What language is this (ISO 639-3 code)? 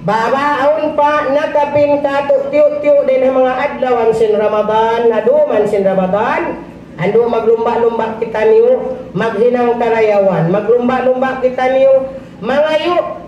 tsg